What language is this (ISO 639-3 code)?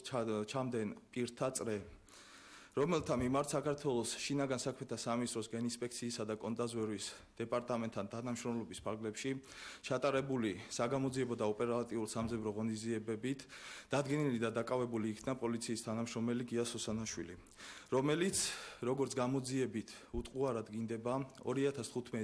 kat